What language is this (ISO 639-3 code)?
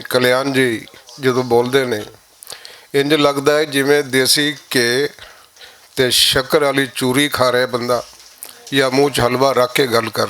lah